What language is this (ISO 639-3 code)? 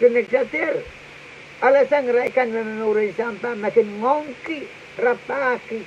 pon